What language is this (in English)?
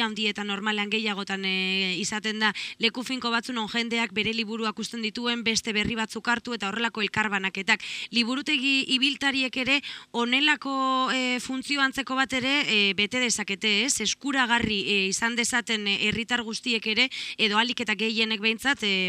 Basque